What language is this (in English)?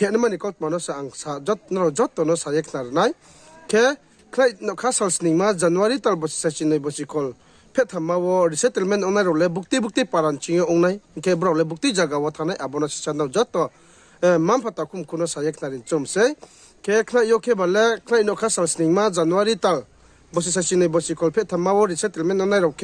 Riang (India)